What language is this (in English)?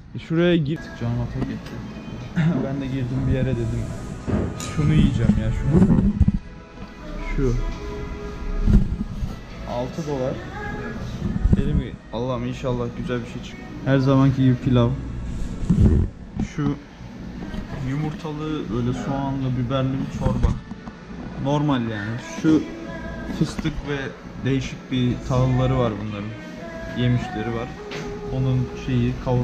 Turkish